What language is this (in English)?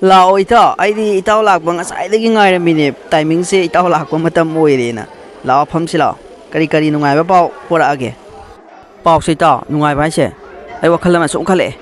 Manipuri